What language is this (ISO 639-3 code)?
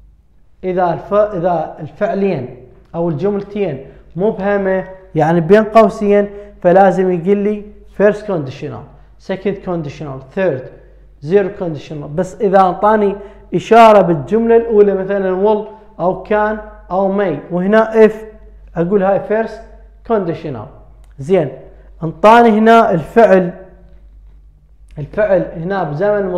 acm